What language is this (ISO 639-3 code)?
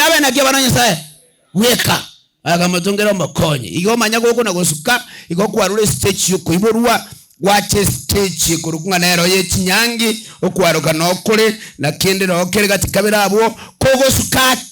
guz